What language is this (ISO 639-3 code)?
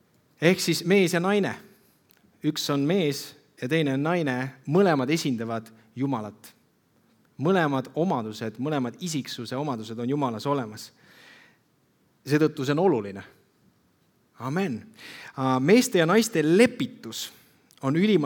est